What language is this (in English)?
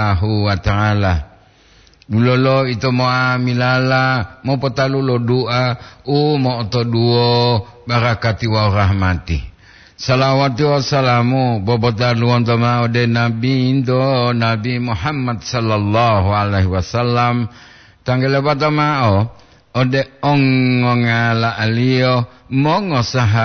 Gorontalo